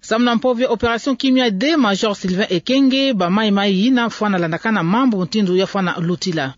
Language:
Kituba (Democratic Republic of Congo)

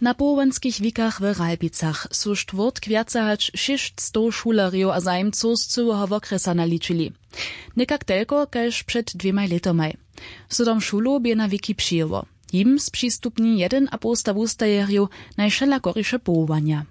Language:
Upper Sorbian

